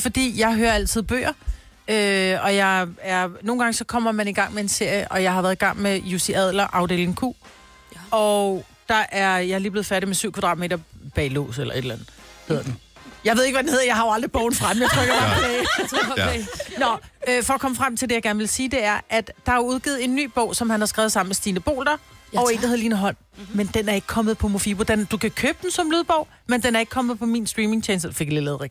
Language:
Danish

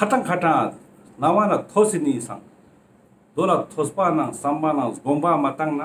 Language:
Ladakhi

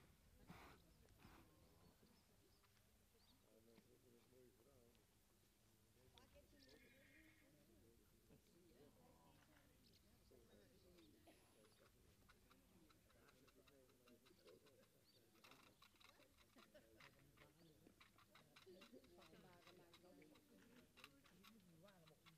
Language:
Dutch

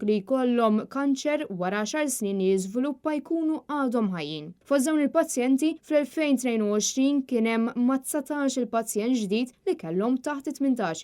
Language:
Maltese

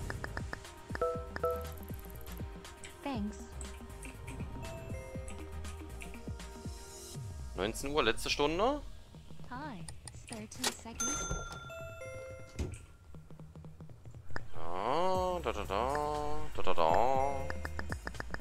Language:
German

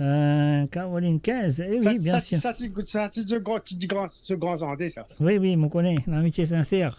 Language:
Morisyen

